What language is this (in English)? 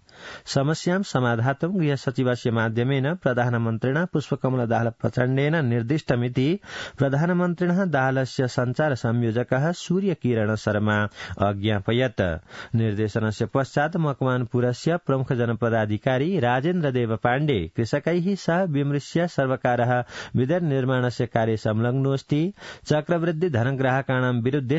Sanskrit